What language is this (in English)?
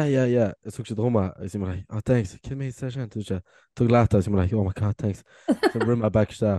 Irish